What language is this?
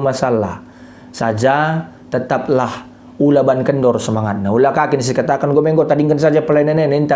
Batak Karo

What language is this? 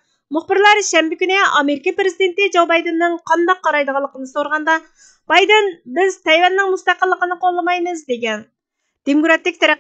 Uyghur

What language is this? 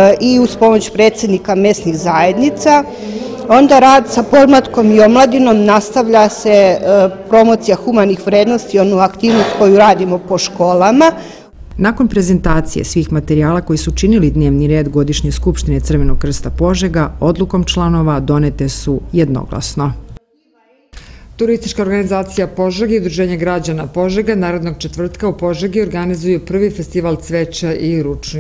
Serbian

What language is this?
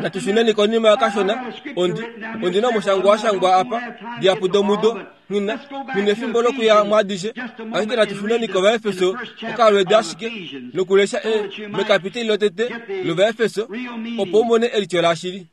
Kuanyama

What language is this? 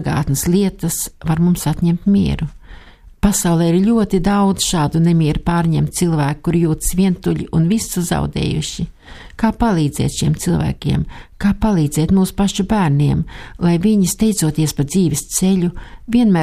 Latvian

